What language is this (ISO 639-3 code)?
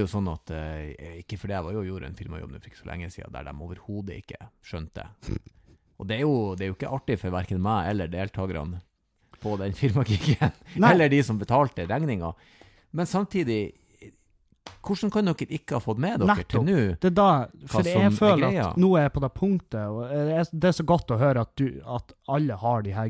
nor